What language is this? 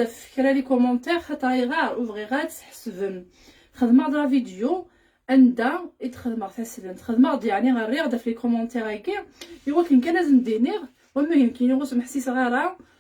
Kabyle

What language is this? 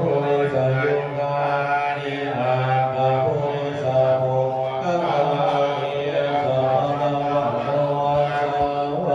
Pali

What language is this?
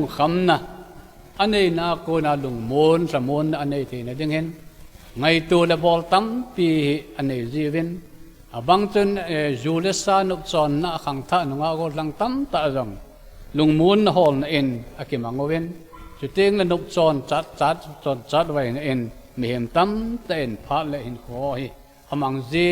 Thado Chin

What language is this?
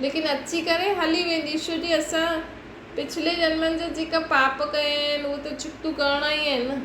Sindhi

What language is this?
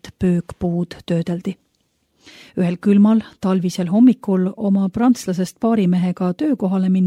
Estonian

